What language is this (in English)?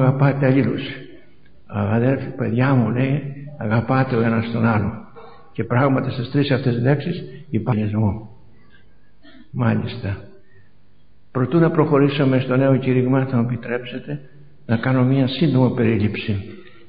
Greek